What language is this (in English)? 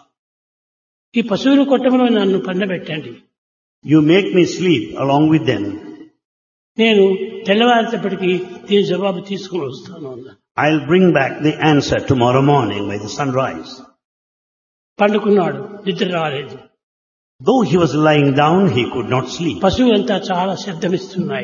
Telugu